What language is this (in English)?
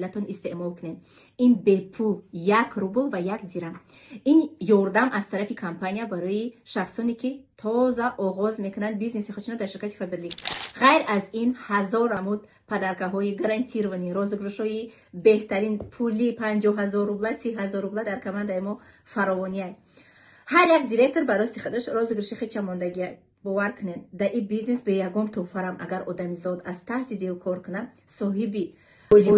Tajik